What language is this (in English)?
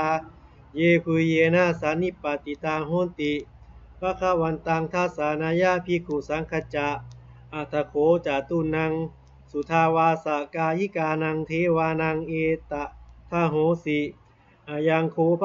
Pali